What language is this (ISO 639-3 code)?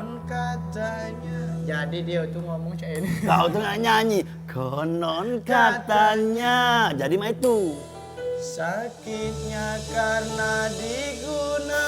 mui